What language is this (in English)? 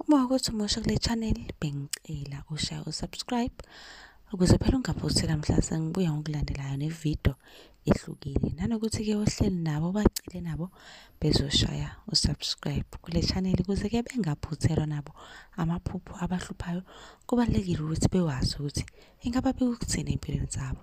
Zulu